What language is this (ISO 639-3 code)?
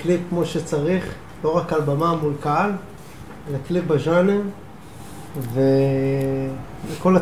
heb